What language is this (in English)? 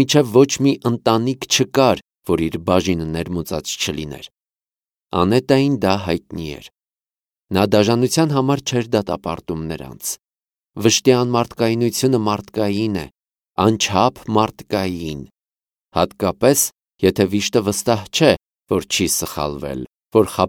Armenian